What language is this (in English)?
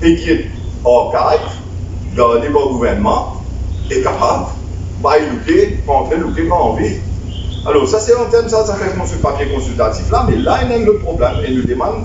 Morisyen